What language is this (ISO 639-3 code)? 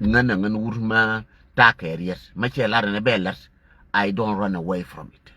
nus